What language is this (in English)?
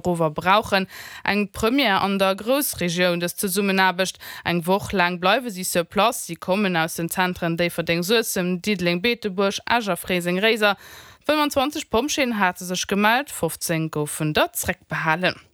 Luxembourgish